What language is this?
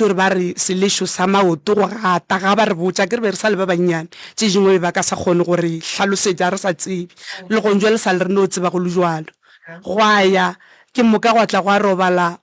Northern Sotho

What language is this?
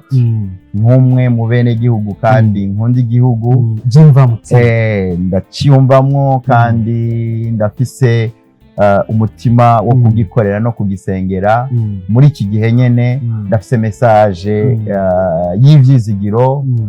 Rundi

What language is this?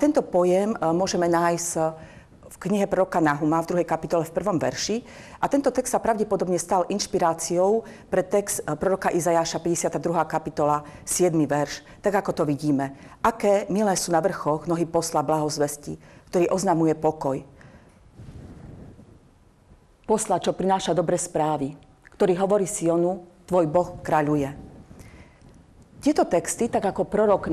Slovak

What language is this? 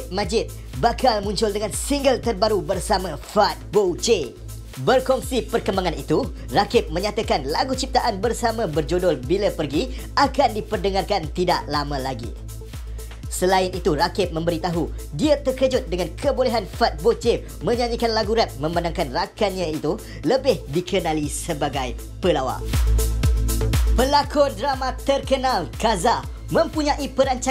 Malay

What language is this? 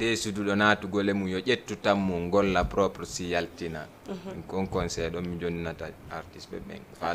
Fula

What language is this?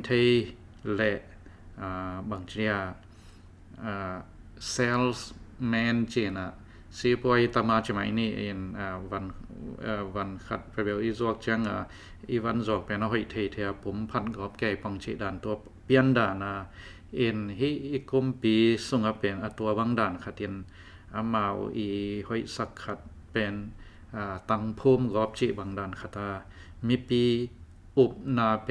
Tedim Chin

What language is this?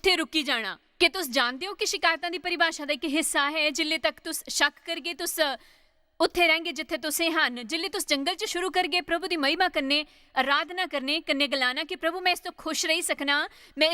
Dogri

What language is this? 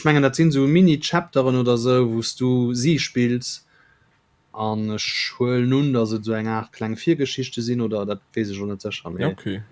Luxembourgish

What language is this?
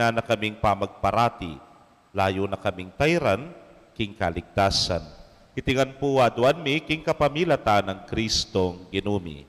Pampanga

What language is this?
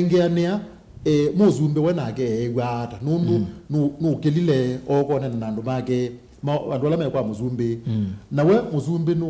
Kamba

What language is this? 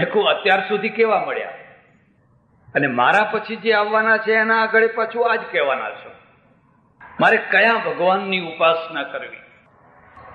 Gujarati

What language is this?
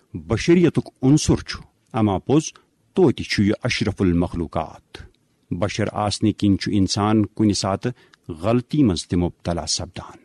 Kashmiri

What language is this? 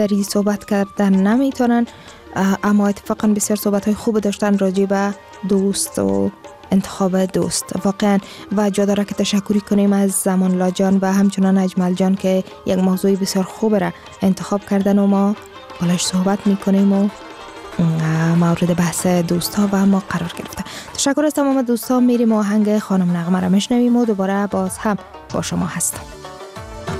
Persian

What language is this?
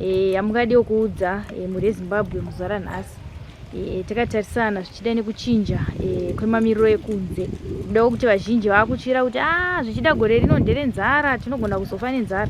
Shona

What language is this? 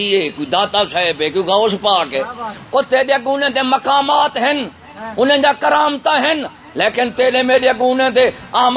Saraiki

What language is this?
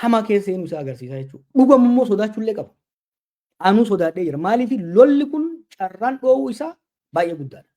Oromo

